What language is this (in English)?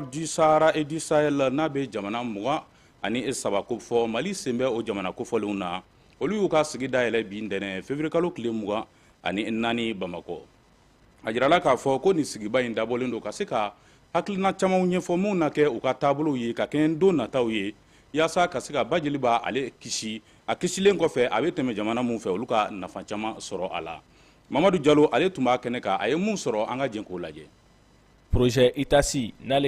Bambara